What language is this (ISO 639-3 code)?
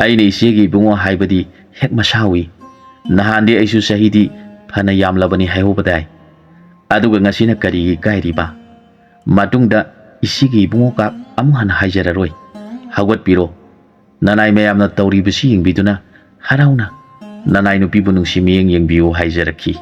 mni